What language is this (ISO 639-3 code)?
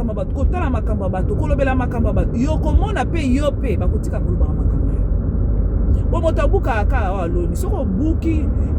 lin